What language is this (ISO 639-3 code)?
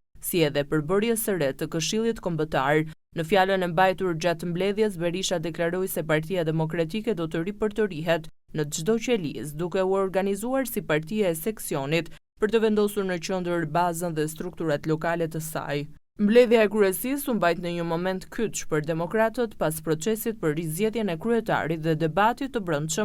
sqi